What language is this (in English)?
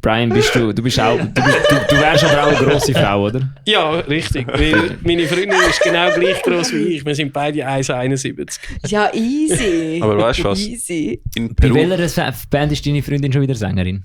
Swiss German